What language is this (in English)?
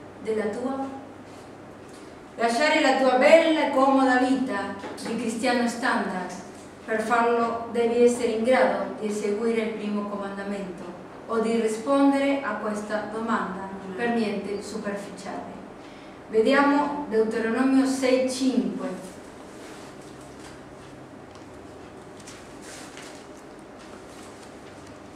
Italian